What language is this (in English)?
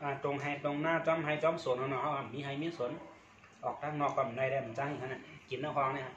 Shan